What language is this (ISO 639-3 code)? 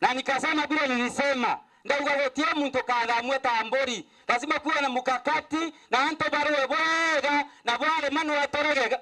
mer